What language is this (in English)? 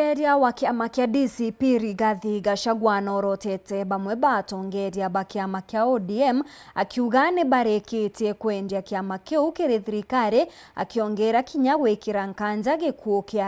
Meru